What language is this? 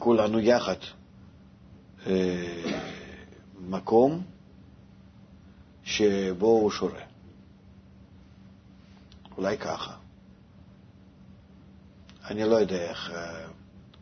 Hebrew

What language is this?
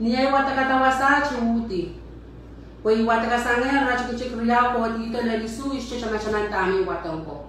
Pohnpeian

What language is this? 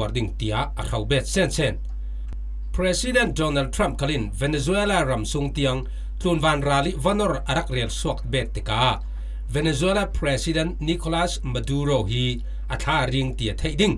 Falam Chin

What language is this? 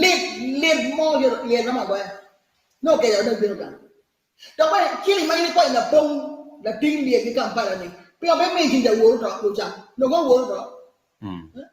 Acoli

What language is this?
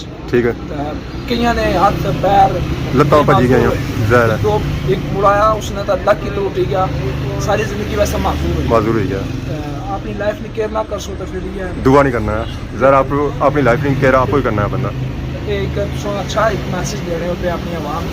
Pahari-Potwari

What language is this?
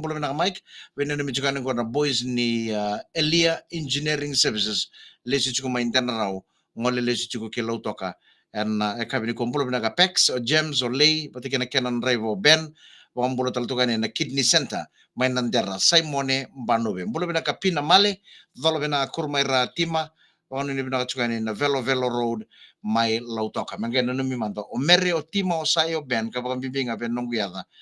Fijian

